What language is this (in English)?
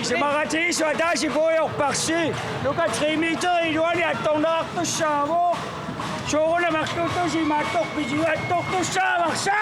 Kalaallisut